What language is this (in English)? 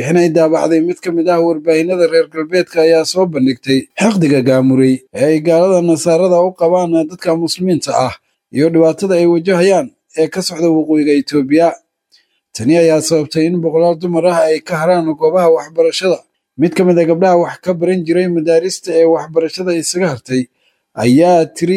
Somali